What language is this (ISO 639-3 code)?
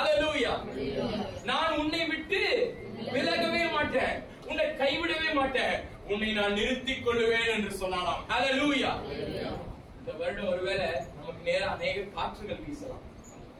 tam